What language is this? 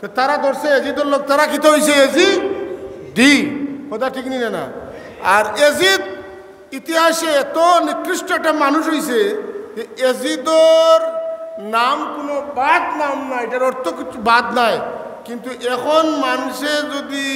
Sylheti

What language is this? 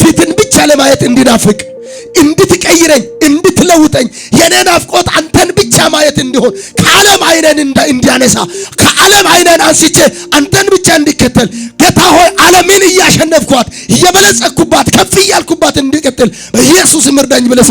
Amharic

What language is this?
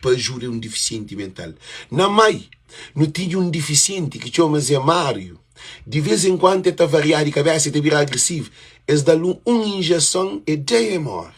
Kabuverdianu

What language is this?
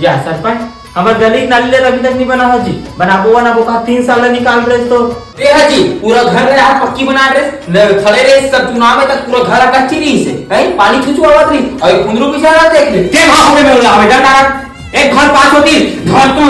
Chhattisgarhi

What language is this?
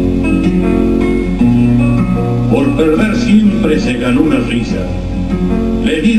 Spanish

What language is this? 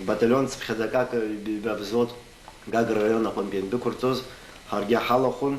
Abkhazian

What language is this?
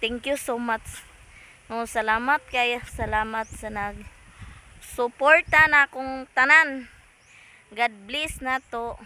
Cebuano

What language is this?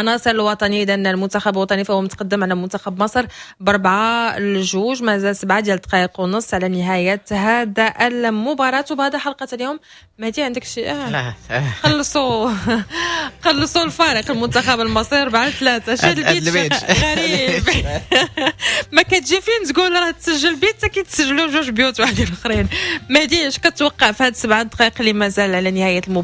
Moroccan Arabic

